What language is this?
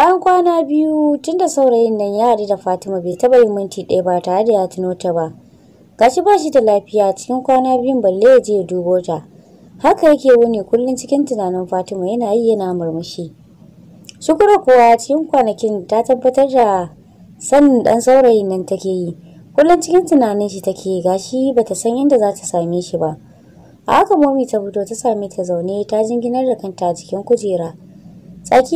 Hausa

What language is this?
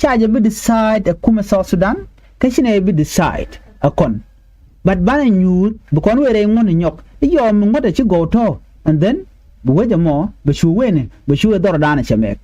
Nuer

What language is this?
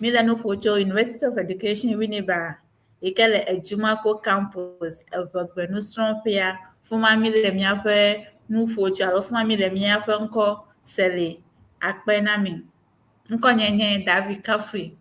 Ewe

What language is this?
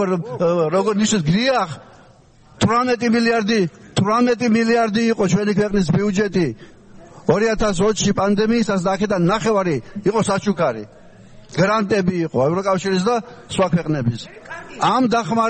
Georgian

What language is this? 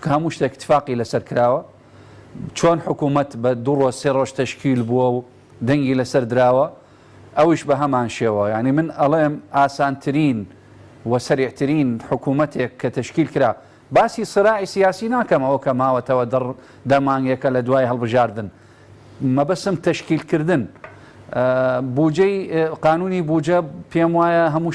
Central Kurdish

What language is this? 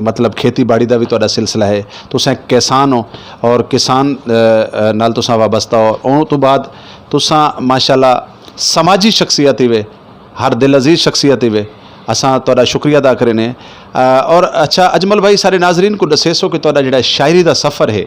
Saraiki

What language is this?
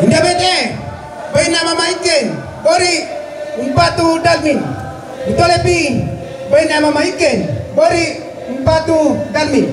Toraja-Sa'dan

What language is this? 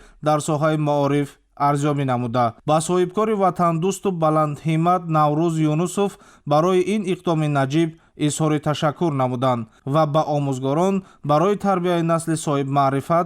Tajik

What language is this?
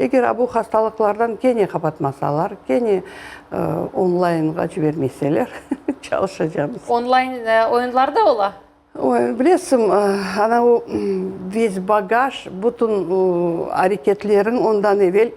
Crimean Tatar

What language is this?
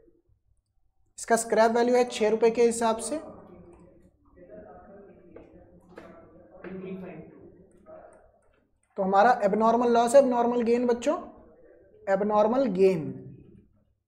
Hindi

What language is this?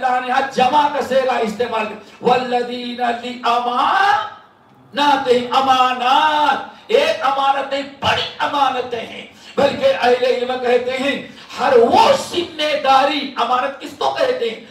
Urdu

